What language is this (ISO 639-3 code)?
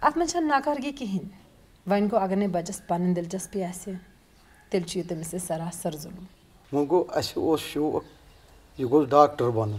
kas